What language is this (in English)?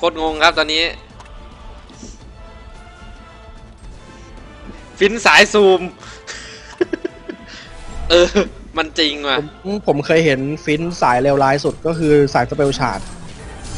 Thai